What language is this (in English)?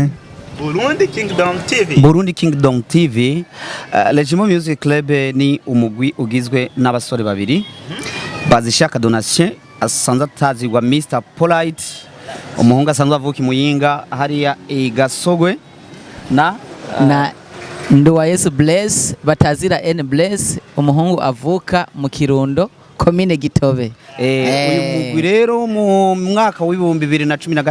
Rundi